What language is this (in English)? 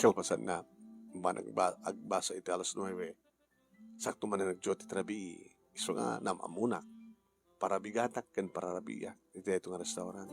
Iloko